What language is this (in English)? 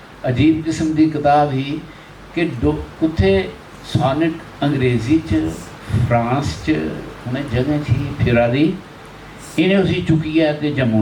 Dogri